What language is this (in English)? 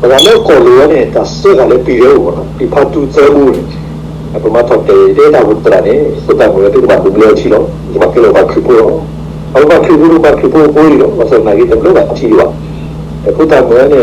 S'gaw Karen